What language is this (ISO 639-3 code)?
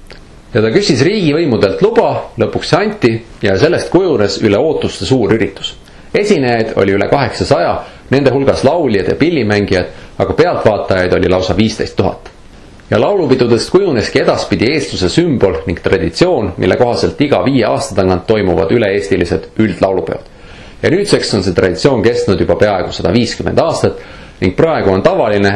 est